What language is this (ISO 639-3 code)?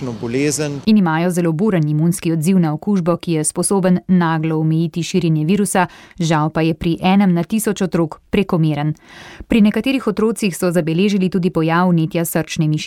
slv